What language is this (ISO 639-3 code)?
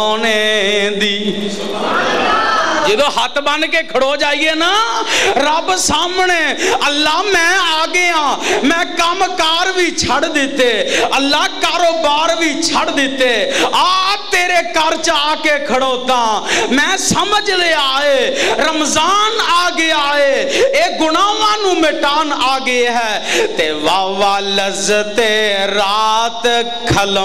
lah